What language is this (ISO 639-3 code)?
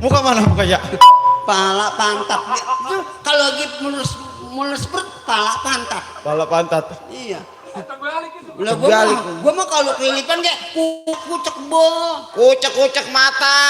bew